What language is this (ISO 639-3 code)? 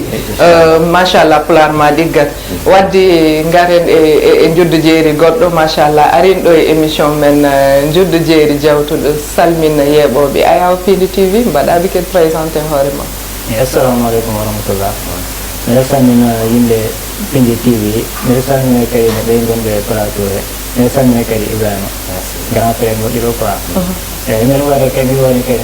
ful